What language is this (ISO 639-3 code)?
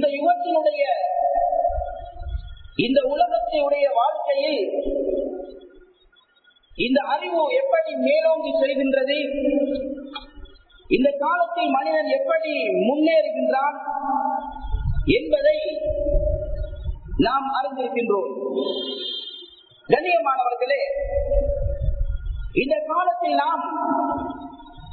tam